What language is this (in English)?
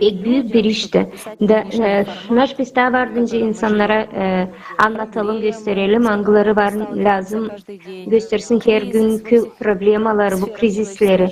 Gagauz